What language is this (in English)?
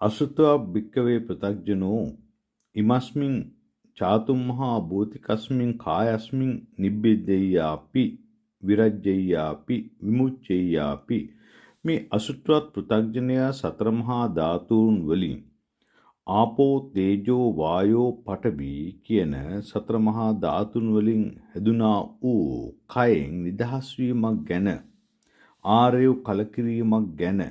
Sinhala